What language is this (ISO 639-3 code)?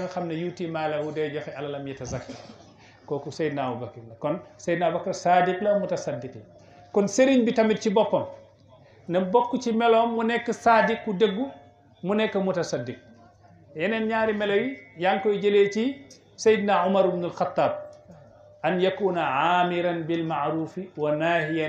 wol